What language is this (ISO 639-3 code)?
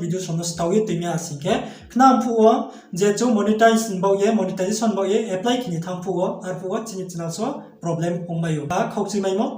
ria